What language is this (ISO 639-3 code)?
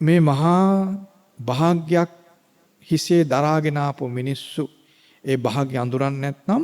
sin